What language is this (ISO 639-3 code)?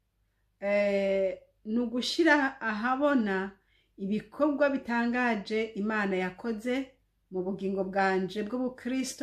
run